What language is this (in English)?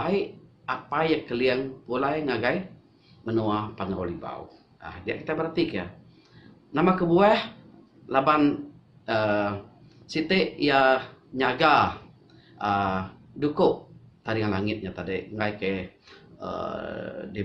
Iban